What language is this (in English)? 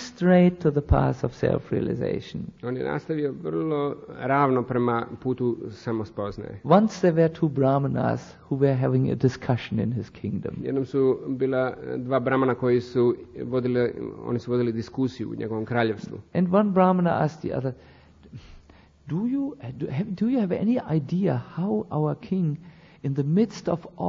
Croatian